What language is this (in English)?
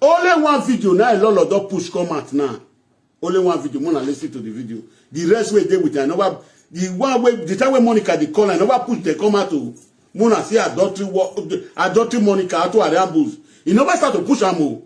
Nigerian Pidgin